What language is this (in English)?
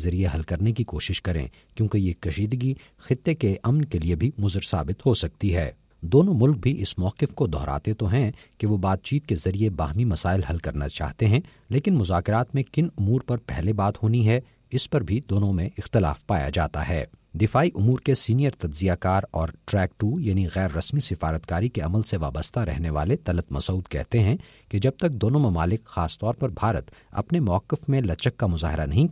Urdu